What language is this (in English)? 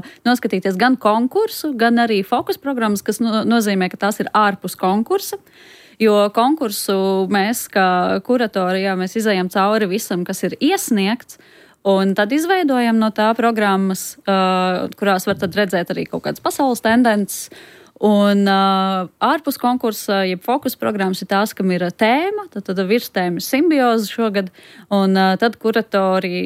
Latvian